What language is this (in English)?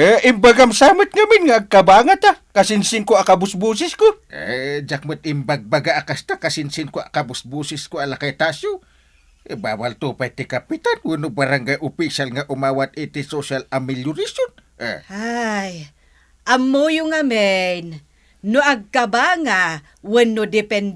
Iloko